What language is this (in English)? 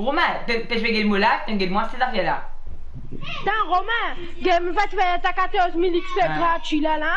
Morisyen